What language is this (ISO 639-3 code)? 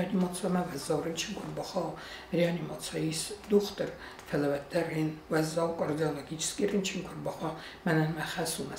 oss